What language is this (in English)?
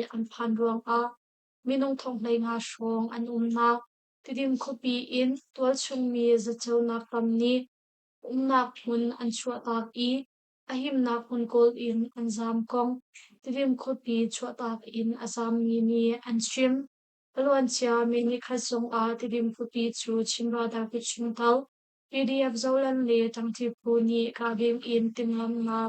Hakha Chin